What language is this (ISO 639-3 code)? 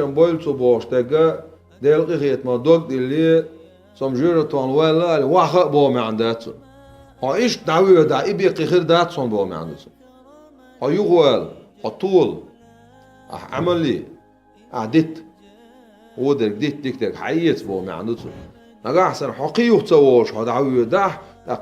che